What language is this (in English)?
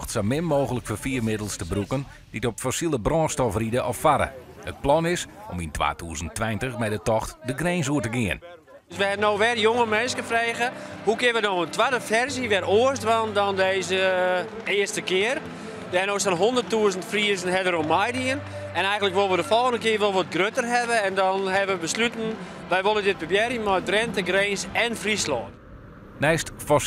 Western Frisian